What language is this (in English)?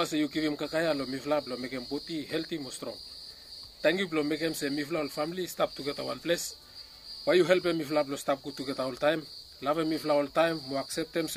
Bislama